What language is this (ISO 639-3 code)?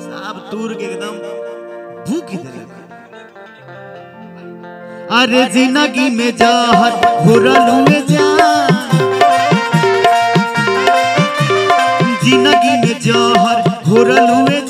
bho